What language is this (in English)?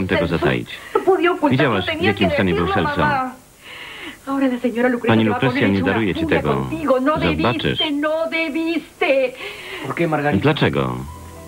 Polish